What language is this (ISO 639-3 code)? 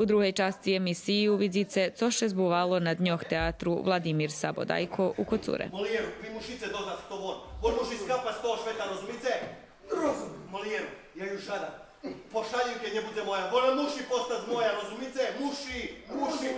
rue